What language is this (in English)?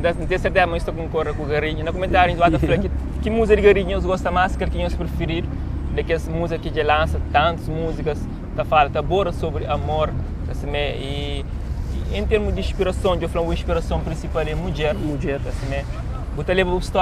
Kabuverdianu